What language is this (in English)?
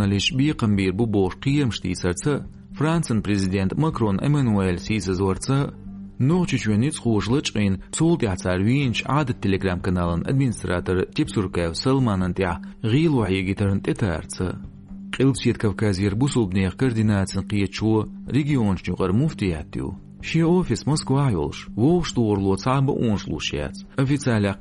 Chechen